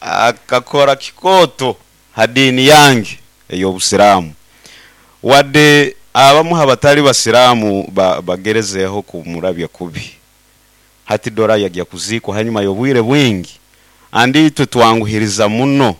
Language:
Nyoro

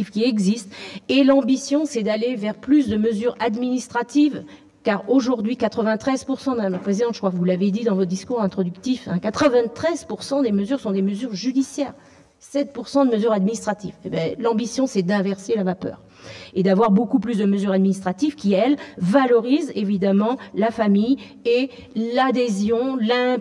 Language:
French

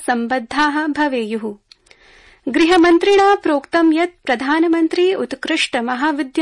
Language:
Sanskrit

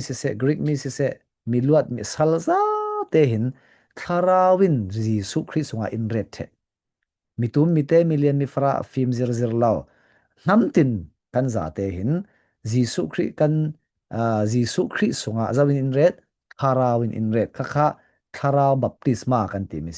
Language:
Falam Chin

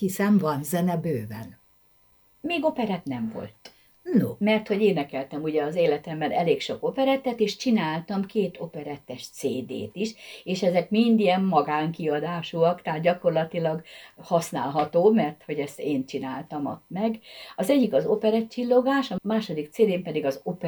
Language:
Hungarian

